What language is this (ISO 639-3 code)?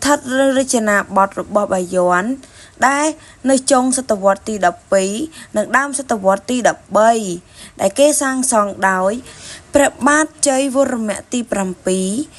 khm